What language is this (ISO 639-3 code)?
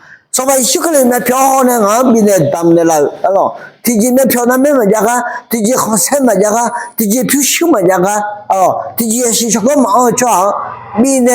ahk